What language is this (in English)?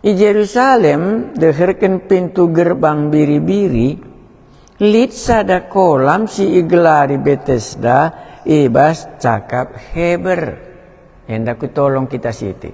Batak Karo